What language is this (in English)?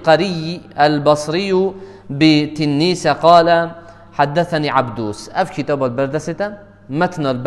Kurdish